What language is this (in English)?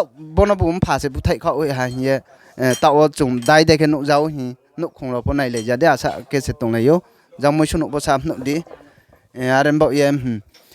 Riang (India)